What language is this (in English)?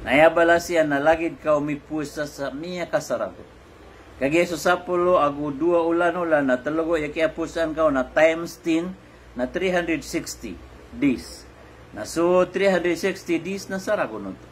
Maranao